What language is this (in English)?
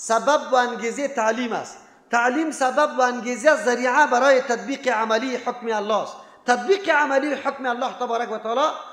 Persian